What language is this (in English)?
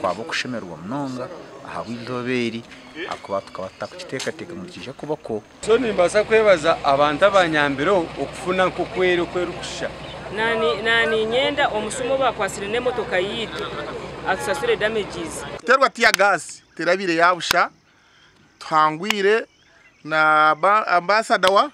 Nyankole